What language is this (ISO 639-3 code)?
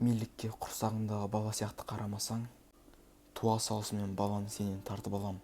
kaz